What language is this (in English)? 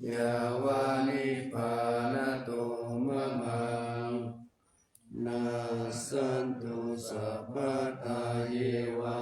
Pali